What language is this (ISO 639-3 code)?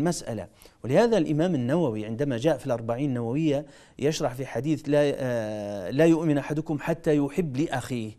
ara